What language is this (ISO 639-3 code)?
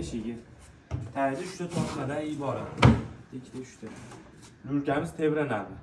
uzb